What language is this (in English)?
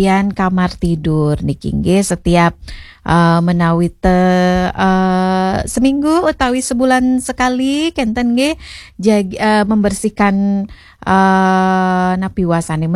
Balinese